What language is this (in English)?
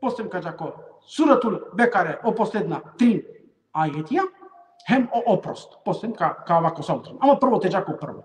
Balkan Romani